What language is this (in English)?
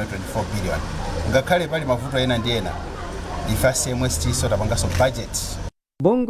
Nyanja